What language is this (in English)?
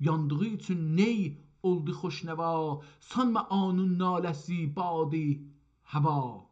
South Azerbaijani